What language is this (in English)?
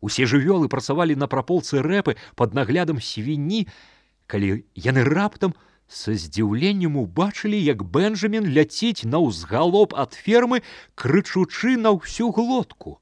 Belarusian